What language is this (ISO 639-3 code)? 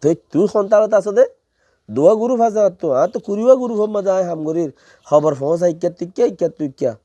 rhg